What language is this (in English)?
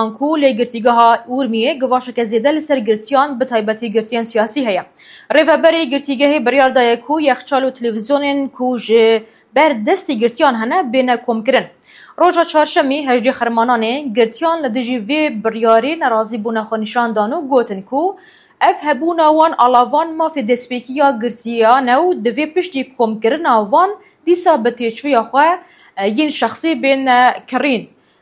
Kurdish